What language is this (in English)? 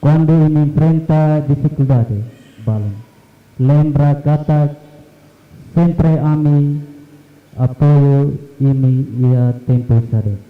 Tetum